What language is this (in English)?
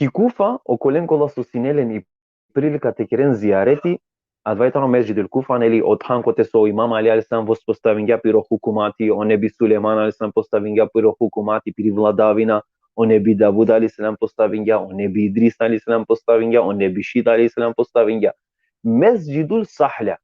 Balkan Romani